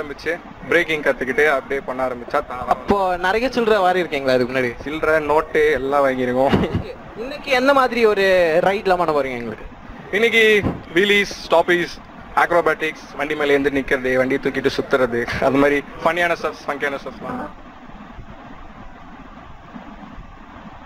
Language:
Tamil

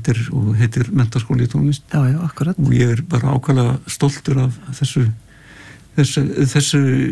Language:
Icelandic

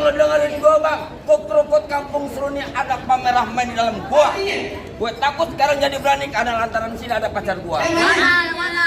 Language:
Betawi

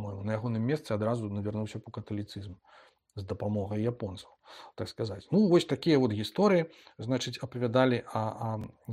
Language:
Belarusian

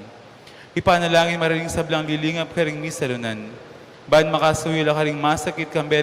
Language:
Pampanga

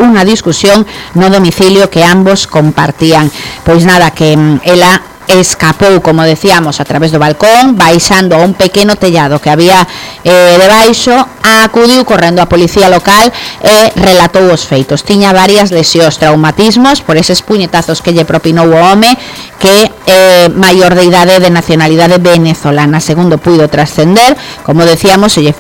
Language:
Galician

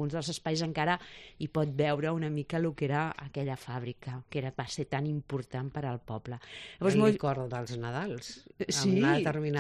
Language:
Catalan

